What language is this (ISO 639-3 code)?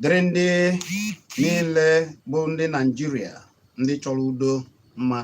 ibo